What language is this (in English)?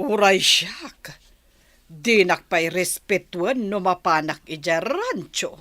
Iloko